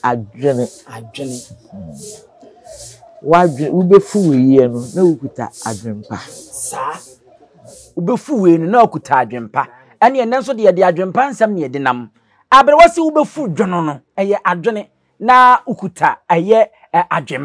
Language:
Akan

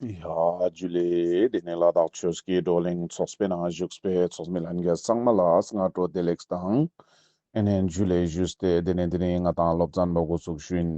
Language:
Ladakhi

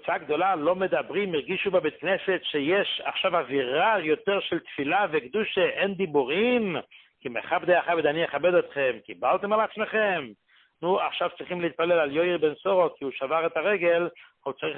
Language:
Hebrew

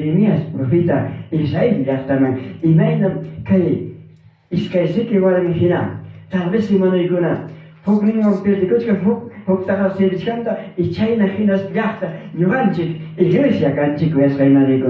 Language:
Ayacucho Quechua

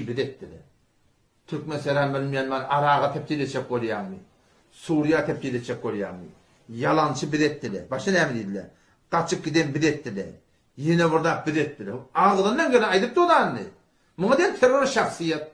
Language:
Turkmen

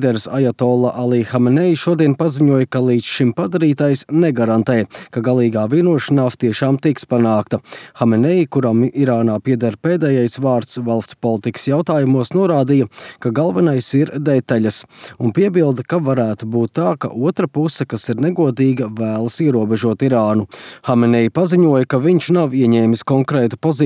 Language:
Latvian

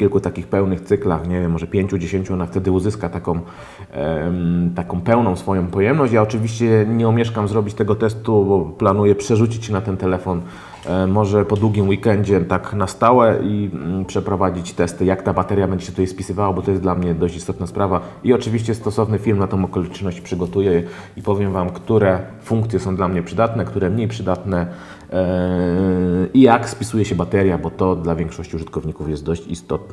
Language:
Polish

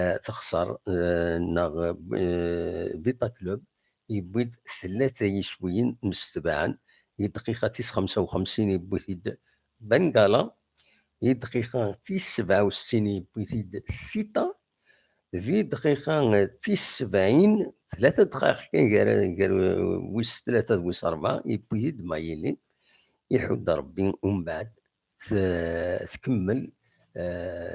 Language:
Kabyle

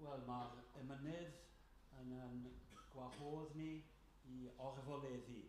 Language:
Welsh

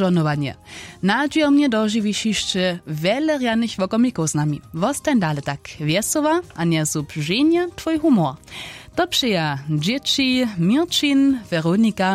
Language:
Upper Sorbian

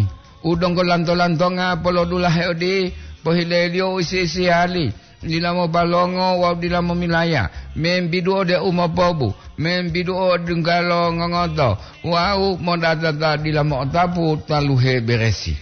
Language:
Gorontalo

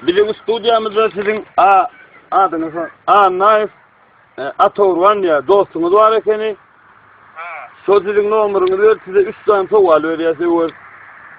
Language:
Turkmen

